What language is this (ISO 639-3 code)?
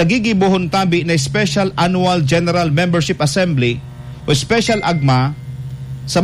bik